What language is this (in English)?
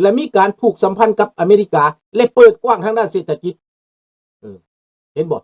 Lao